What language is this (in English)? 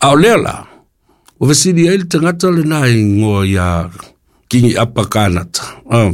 Samoan